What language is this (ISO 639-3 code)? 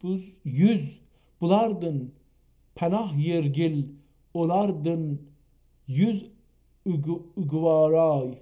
azb